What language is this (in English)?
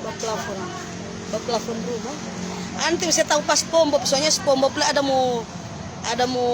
Manado Malay